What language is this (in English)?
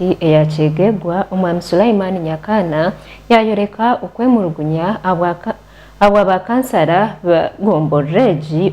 Nyankole